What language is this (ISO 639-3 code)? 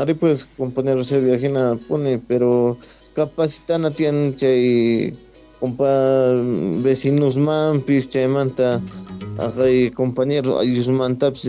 que